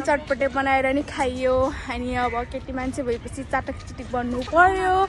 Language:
Nepali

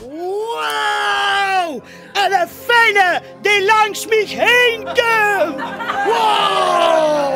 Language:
Limburgish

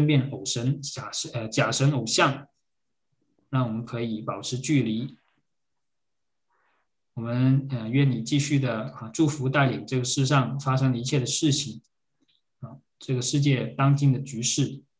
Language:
Chinese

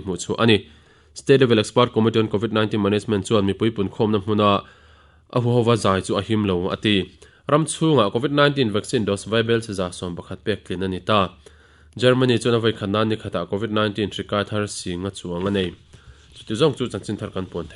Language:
Mizo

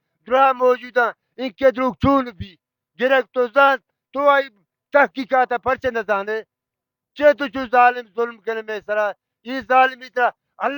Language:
Baluchi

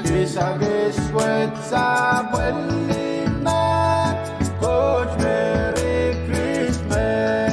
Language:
Pohnpeian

